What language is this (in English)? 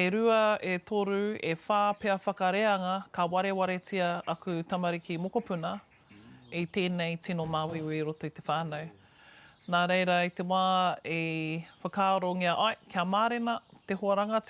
Māori